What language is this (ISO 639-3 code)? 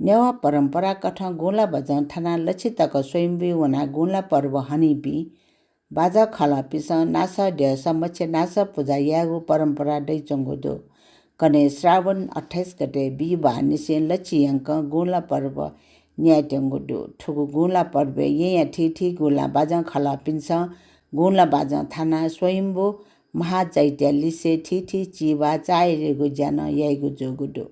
new